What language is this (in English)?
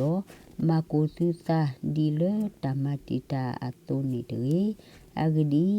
S'gaw Karen